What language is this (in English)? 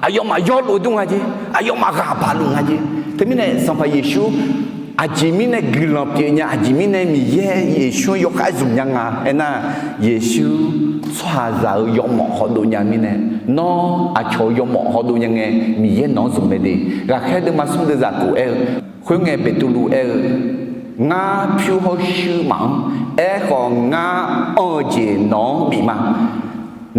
Akha